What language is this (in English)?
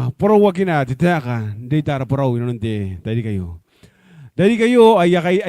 Gilbertese